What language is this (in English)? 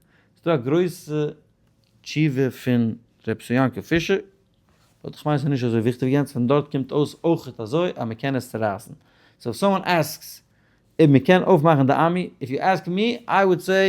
Yiddish